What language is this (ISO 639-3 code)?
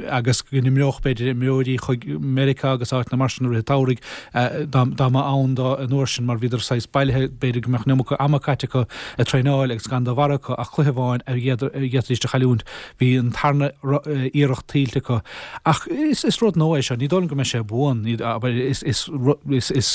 gle